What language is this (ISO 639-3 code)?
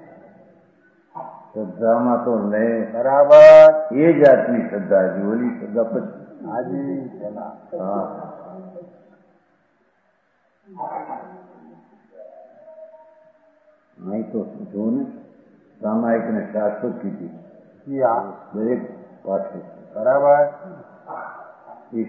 guj